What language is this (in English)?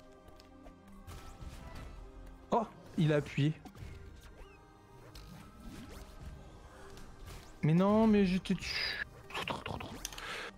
French